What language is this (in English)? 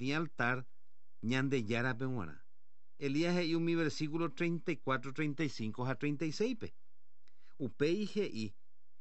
Guarani